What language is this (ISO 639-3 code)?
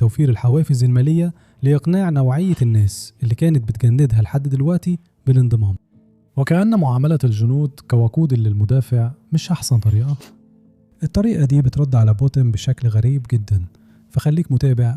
arz